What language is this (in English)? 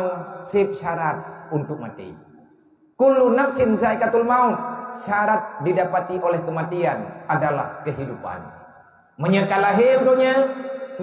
Achinese